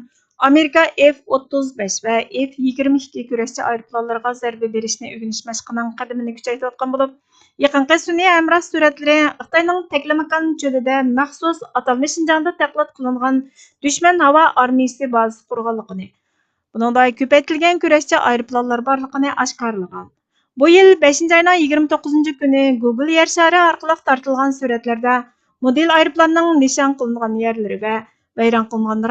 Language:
Uyghur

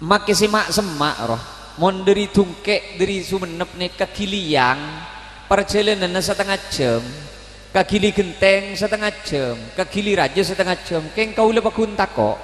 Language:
Madurese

